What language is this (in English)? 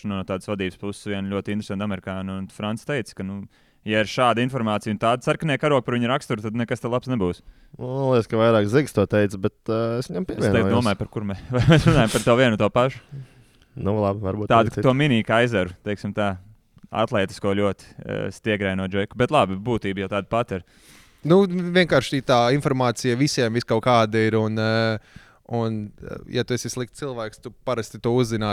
Latvian